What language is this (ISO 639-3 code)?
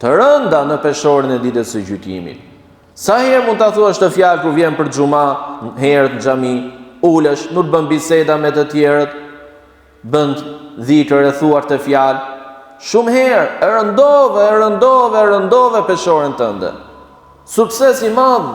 sqi